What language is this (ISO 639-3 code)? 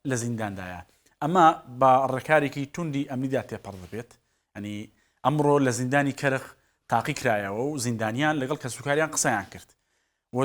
ckb